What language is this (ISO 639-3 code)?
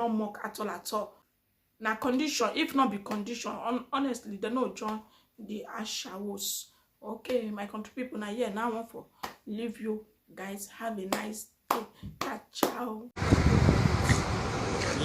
pcm